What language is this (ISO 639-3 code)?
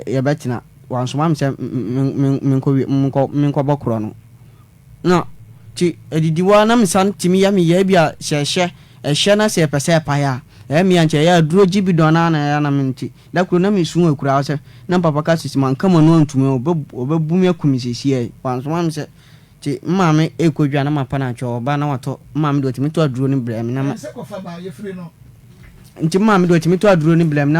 aka